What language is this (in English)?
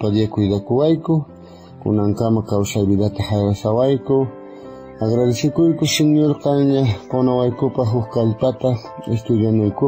South Bolivian Quechua